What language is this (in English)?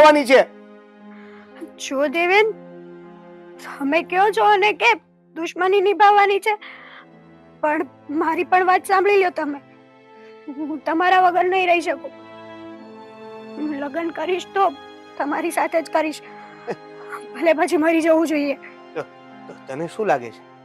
Gujarati